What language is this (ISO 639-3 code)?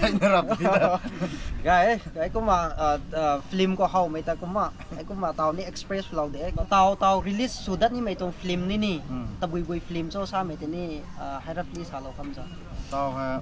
nbu